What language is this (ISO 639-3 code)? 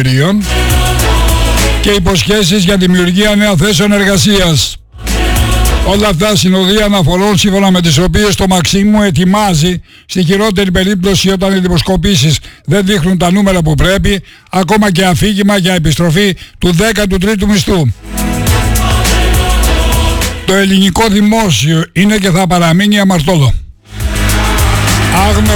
ell